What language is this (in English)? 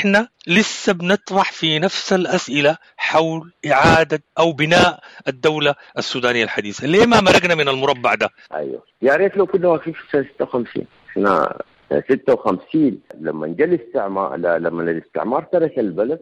Sudanese Arabic